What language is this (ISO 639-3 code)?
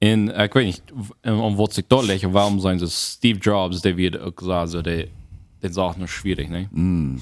pdt